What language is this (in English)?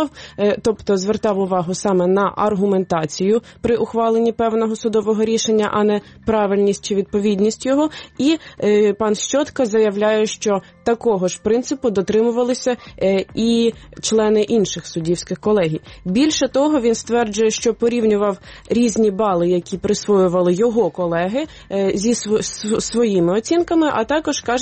Ukrainian